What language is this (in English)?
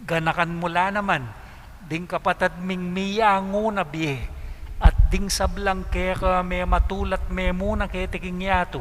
Pampanga